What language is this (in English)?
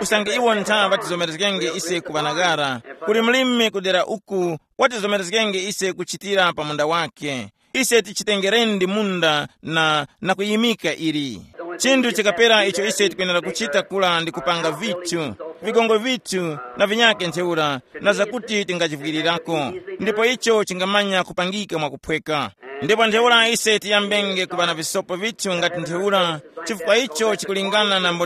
Tumbuka